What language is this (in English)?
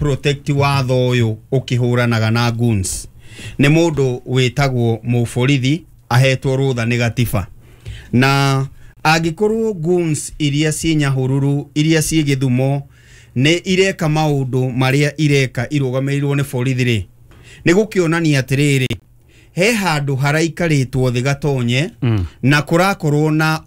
Kikuyu